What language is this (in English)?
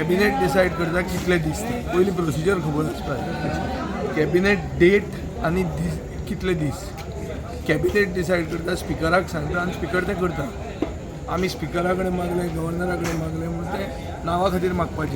Konkani